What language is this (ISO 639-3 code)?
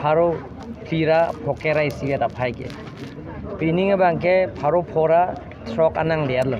mjw